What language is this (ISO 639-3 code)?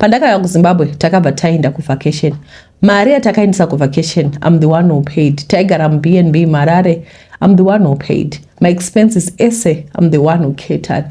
sna